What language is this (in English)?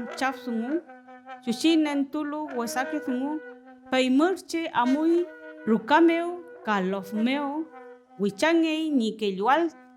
Mapuche